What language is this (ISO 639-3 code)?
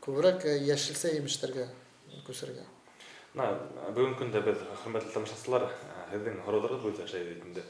bak